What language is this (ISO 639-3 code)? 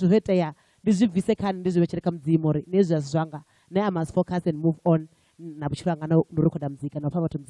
ven